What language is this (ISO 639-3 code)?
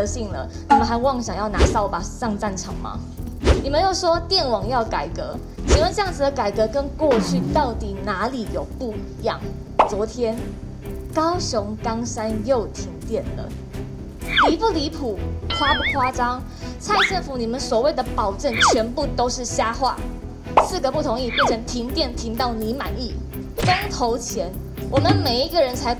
zho